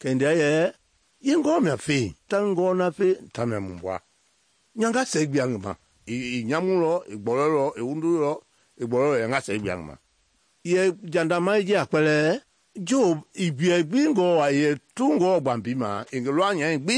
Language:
Mende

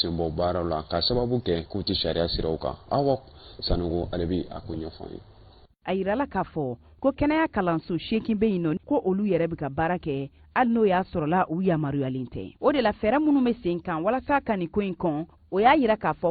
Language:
Bambara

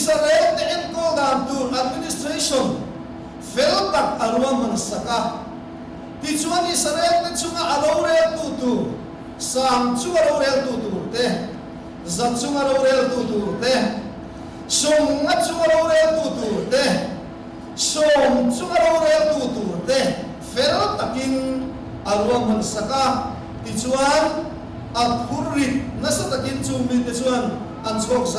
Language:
Mizo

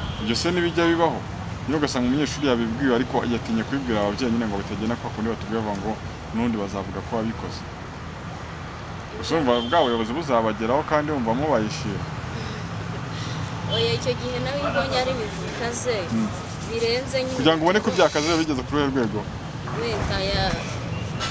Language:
Kinyarwanda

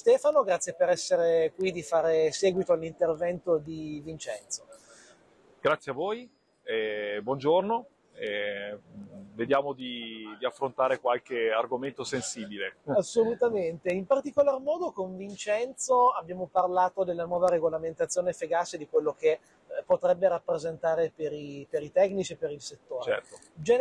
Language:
Italian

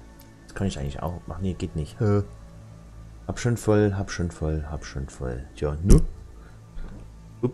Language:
German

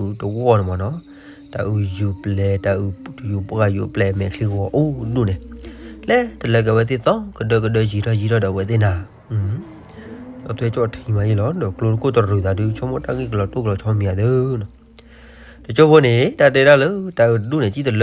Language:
S'gaw Karen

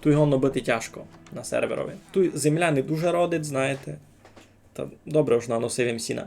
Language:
Rusyn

